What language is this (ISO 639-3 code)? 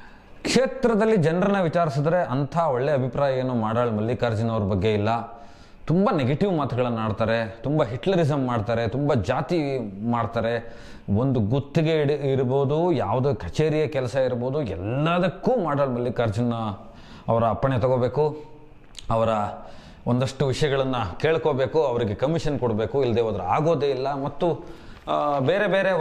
kan